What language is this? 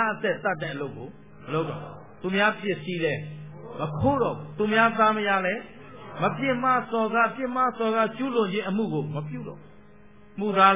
Burmese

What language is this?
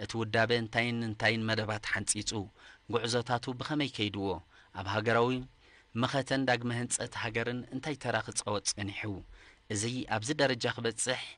Tigrinya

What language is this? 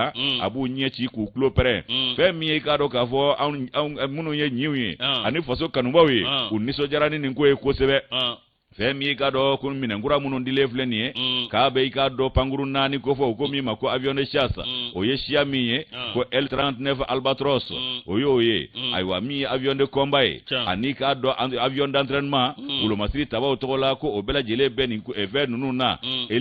Bambara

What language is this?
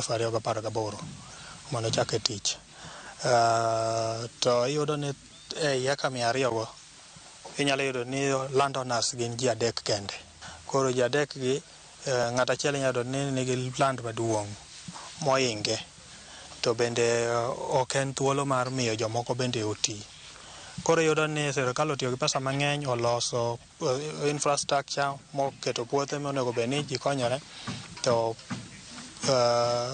Luo (Kenya and Tanzania)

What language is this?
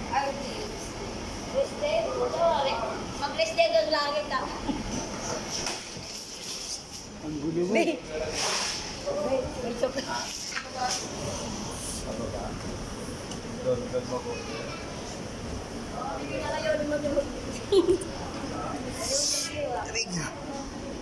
Filipino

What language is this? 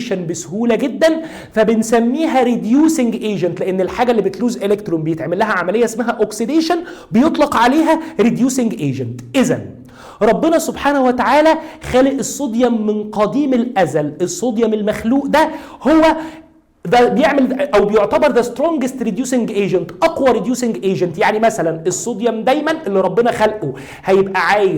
Egyptian Arabic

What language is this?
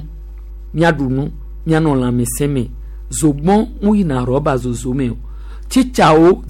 Gen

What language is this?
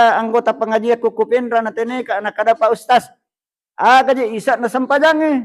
Buginese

